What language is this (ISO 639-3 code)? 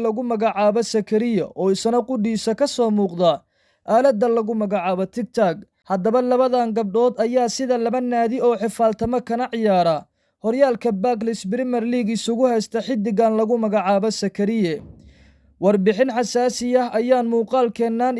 som